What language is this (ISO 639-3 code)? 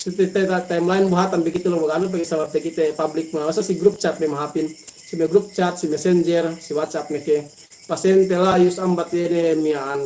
yka